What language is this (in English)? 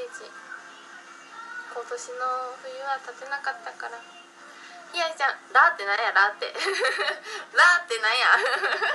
Japanese